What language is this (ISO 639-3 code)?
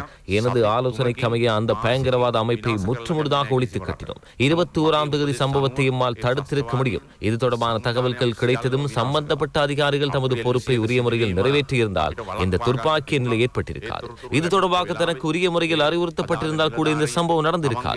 tam